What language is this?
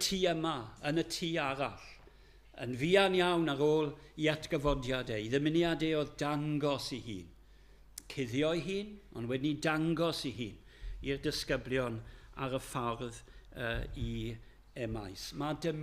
Welsh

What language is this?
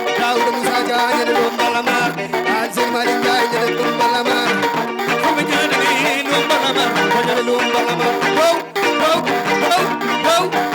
Fula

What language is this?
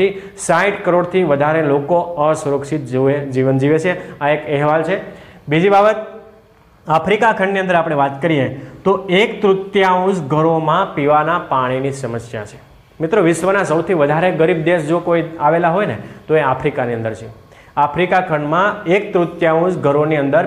Gujarati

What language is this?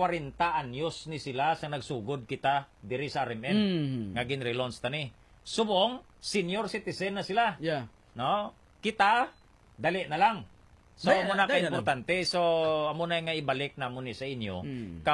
Hiligaynon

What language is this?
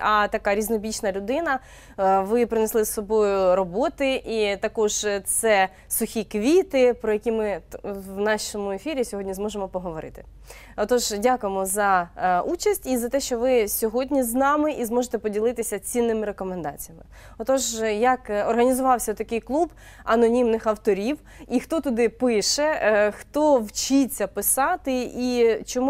Ukrainian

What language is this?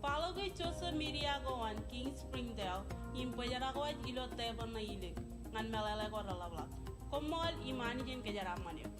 Marshallese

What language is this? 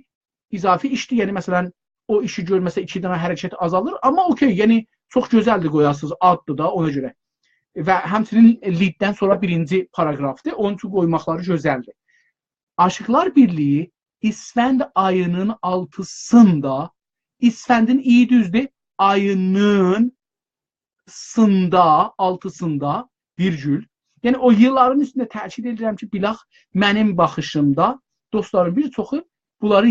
South Azerbaijani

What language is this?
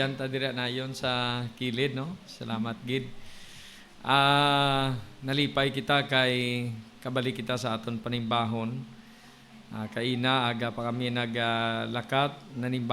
Hiligaynon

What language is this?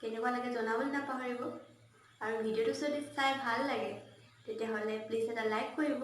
Assamese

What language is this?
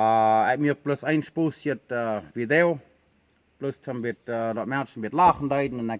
Plautdietsch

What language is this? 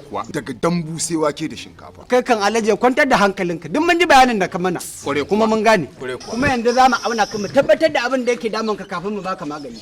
Hausa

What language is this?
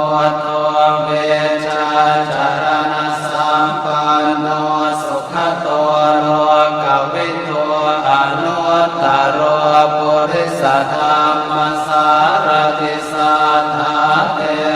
Pali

